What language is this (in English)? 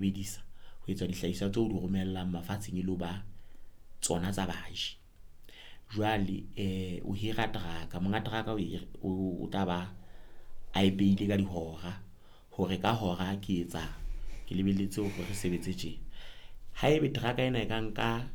Southern Sotho